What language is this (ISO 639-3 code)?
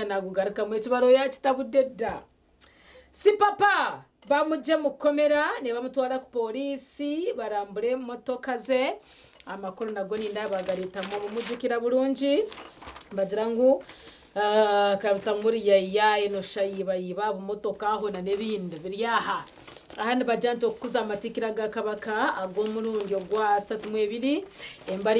nyn